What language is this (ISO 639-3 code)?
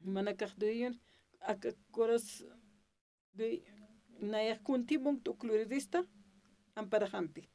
aym